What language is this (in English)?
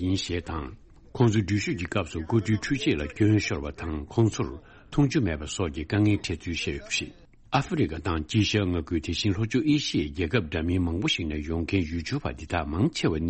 Tibetan